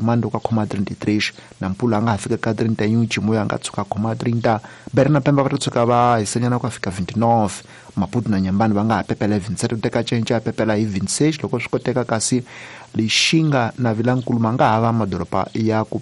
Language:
Tsonga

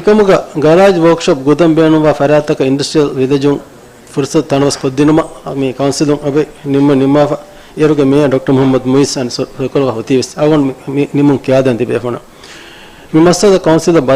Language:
Divehi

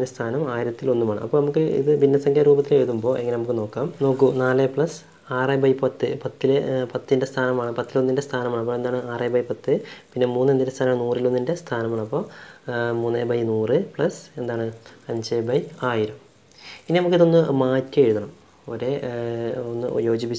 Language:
Malayalam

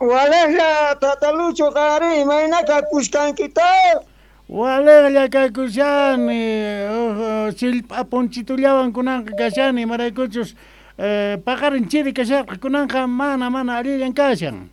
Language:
Quechua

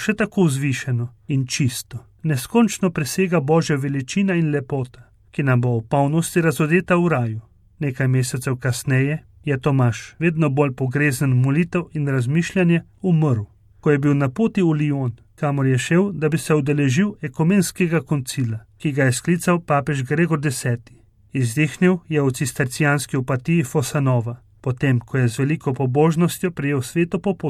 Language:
Slovenian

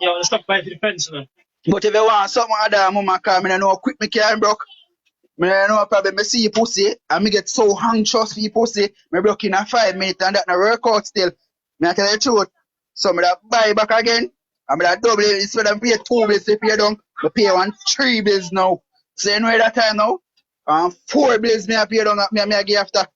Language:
Jamaican Creole English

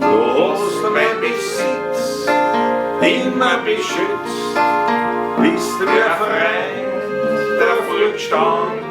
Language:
Bavarian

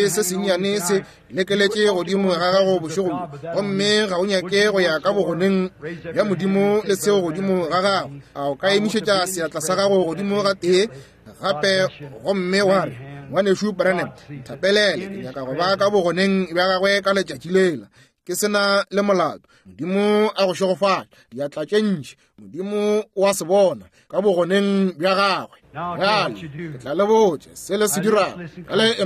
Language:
Northern Sotho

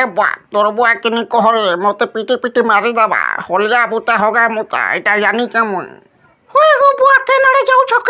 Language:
Sambalpuri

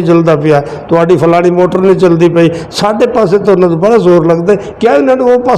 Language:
Western Panjabi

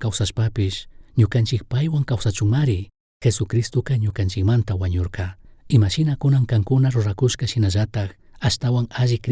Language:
Chimborazo Highland Quichua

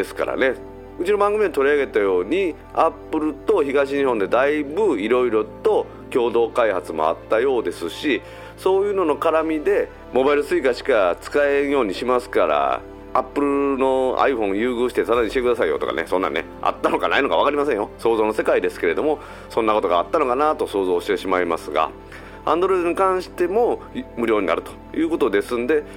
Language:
Japanese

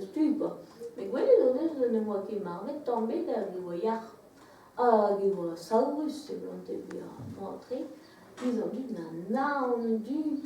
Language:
Breton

